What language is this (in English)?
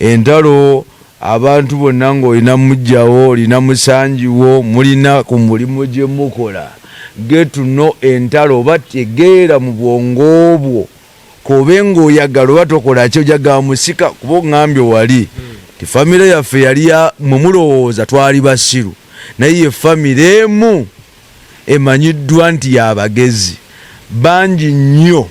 Ganda